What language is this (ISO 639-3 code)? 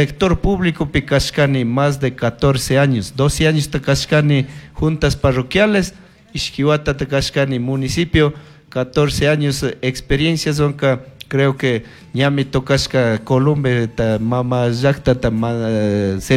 qug